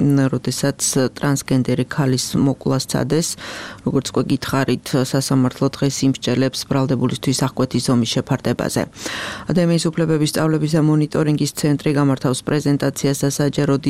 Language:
Georgian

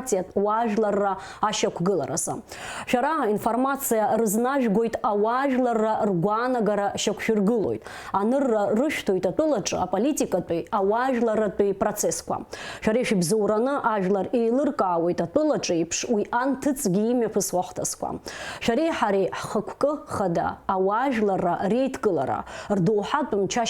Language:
Abkhazian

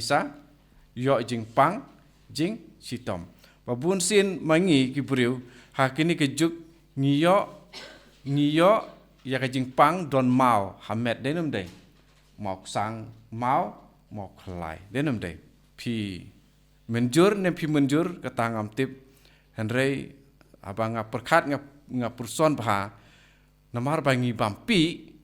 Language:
Khasi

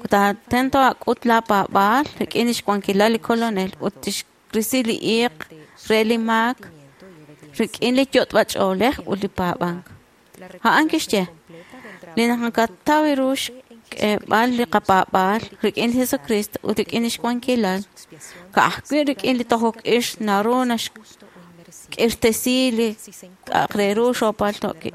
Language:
Kekchí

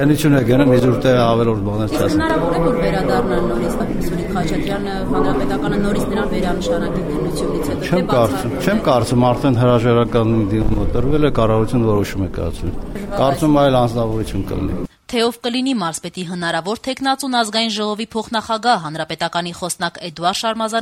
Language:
Armenian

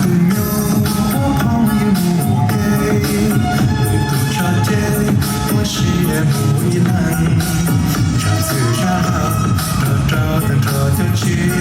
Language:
Hmong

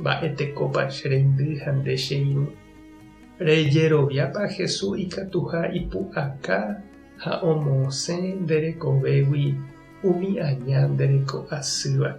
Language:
Guarani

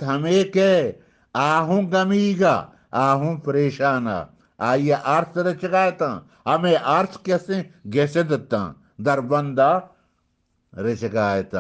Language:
Eastern Balochi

